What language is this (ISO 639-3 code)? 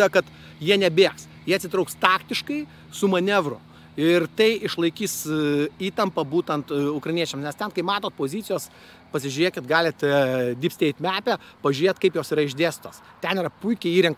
lit